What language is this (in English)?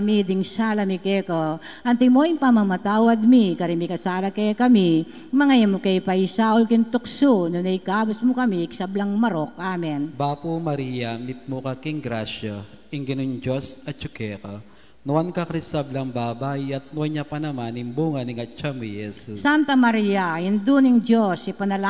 Pampanga